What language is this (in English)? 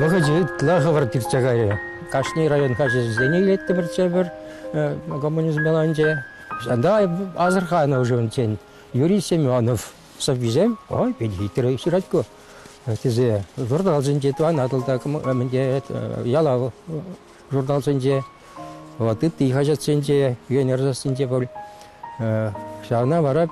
Chuvash